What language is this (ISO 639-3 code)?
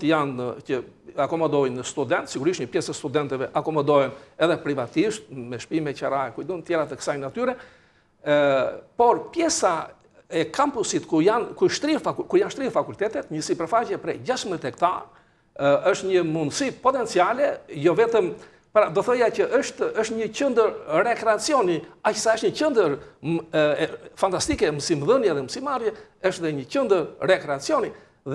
sqi